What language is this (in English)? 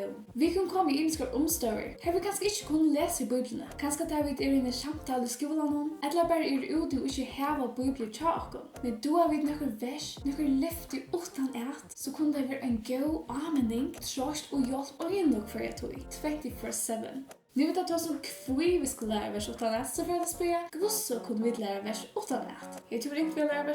Faroese